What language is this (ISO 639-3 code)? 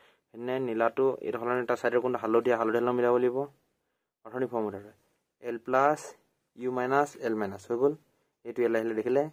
asm